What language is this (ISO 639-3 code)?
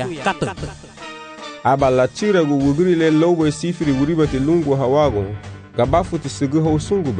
cab